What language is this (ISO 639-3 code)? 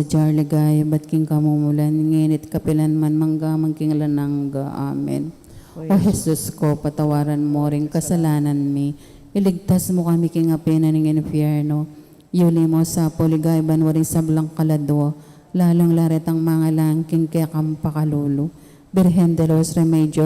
pam